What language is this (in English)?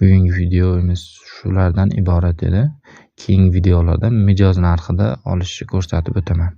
Uzbek